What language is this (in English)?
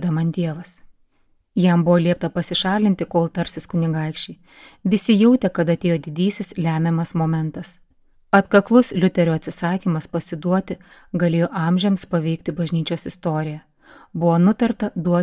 Lithuanian